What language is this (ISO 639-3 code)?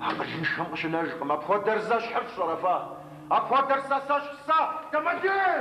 kbd